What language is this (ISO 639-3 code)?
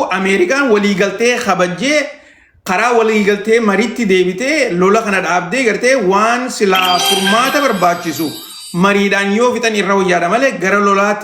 orm